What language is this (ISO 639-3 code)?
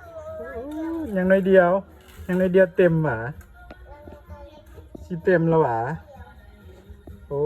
lao